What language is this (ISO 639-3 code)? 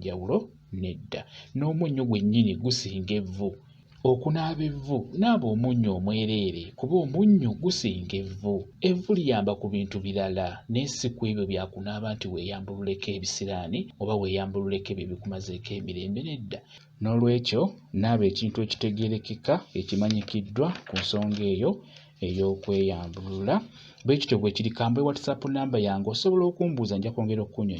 lug